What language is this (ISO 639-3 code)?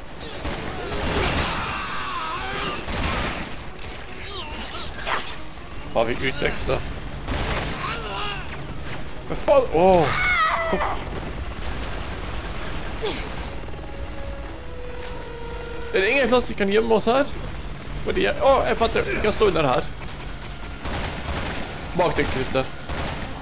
nor